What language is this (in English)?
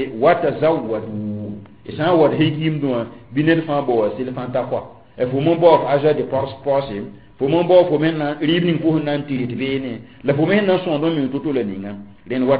Mossi